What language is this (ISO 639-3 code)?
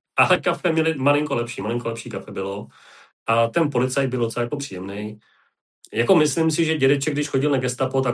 ces